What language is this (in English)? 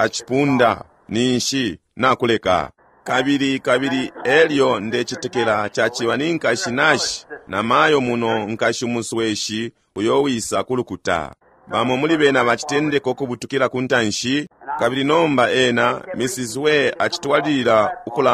Bemba